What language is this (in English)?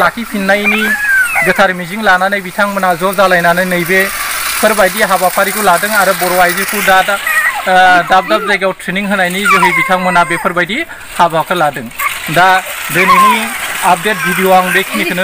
Bodo